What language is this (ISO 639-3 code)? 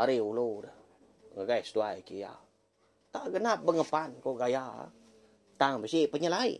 iba